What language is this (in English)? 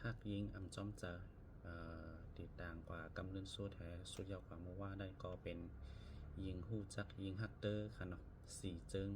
Shan